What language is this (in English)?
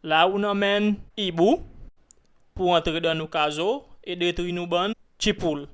Seselwa Creole French